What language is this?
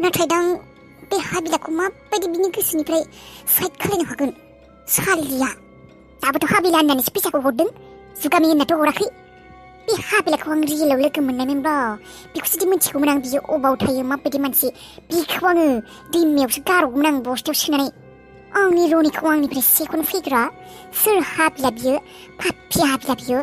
Bodo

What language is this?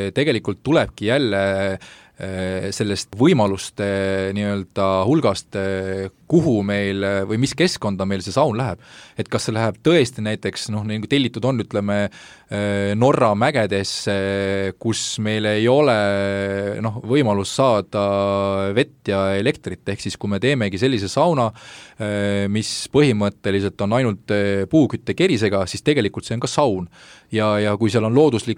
Estonian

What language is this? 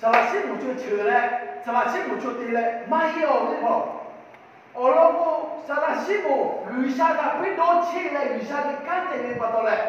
Lahu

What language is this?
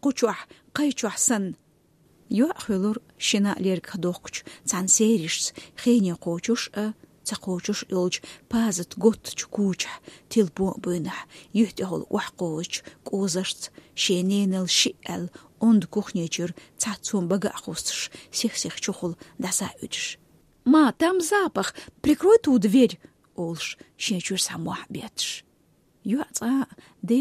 Chechen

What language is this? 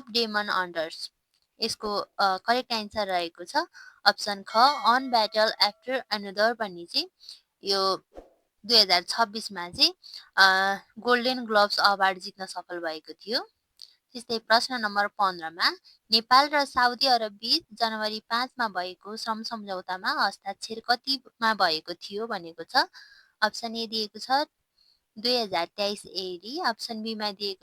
Nepali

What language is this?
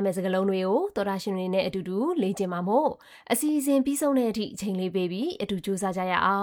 Burmese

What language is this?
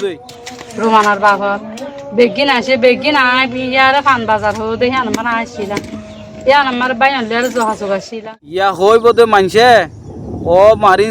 Rohingya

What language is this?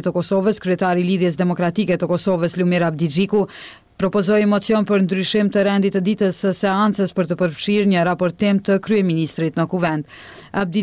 Albanian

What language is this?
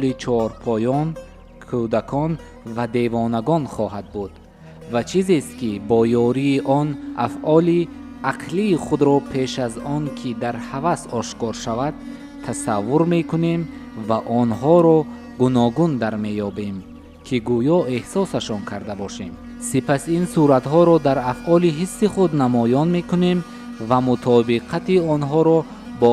Tajik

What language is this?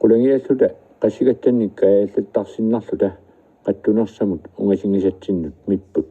Kalaallisut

